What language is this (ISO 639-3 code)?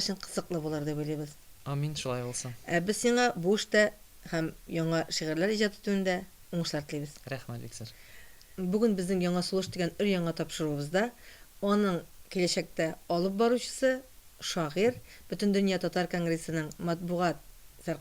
tat